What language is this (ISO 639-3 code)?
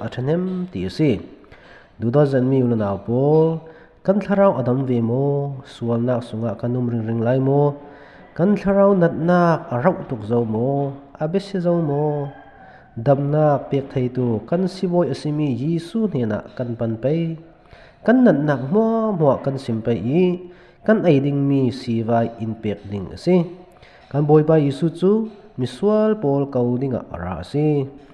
cfm